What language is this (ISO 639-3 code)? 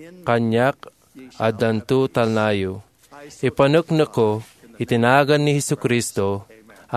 ilo